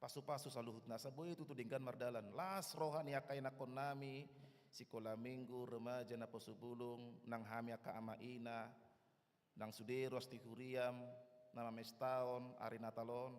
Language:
Batak Toba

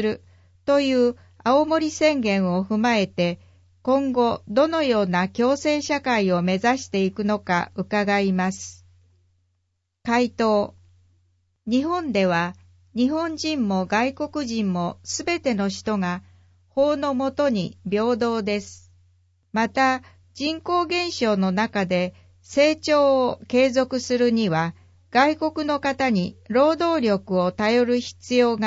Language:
Japanese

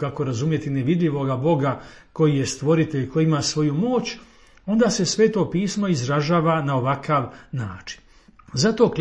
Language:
Croatian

